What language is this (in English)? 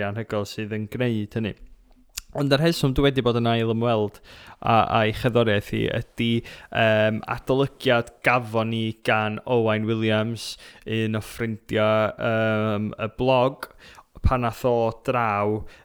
Welsh